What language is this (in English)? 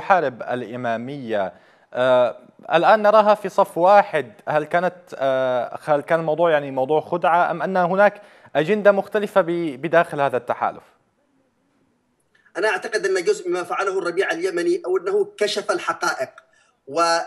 Arabic